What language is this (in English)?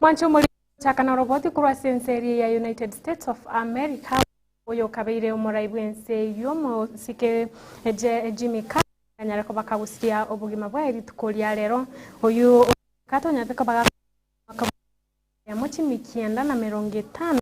Gusii